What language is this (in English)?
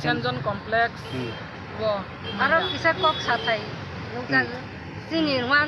Kok Borok